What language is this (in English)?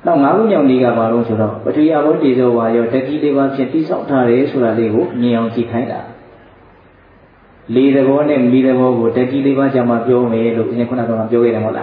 Burmese